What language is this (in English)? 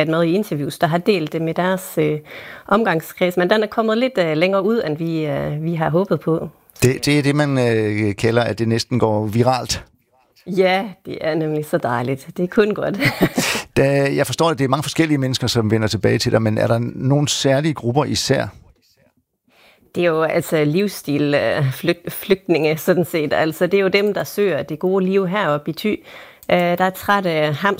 Danish